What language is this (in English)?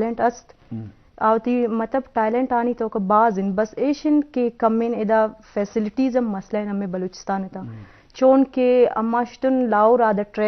Eastern Balochi